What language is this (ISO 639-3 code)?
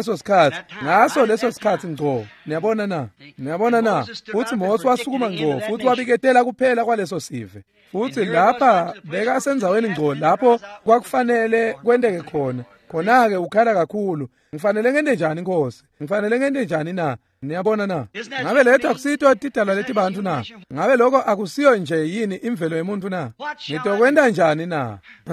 ssw